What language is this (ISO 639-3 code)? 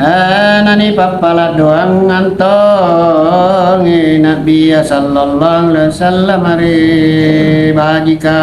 mak